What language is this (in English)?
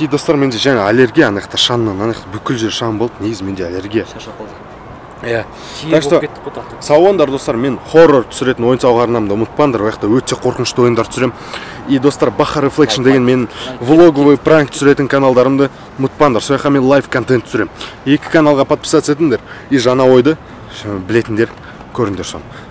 Kazakh